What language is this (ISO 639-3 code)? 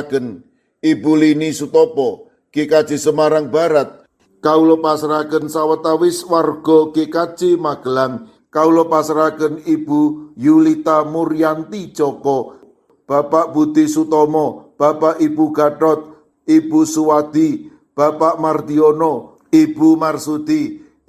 jav